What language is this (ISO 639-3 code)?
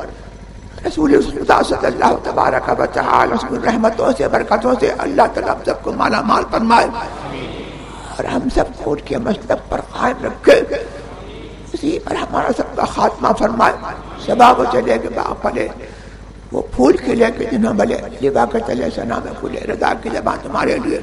urd